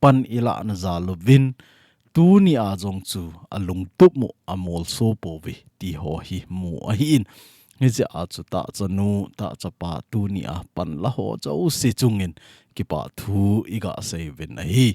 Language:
Thado Chin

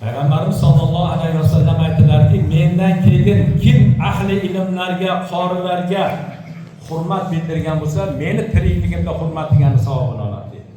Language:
Uzbek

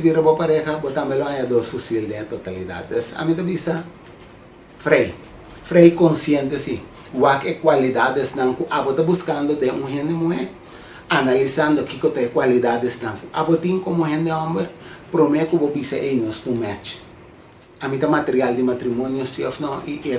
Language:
Papiamento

